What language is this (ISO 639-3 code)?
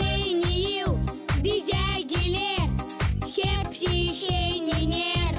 gag